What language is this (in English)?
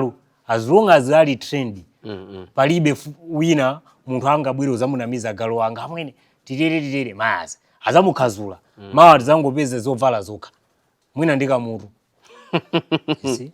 Nyanja